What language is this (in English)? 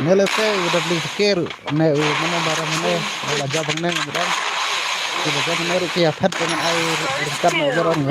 Khasi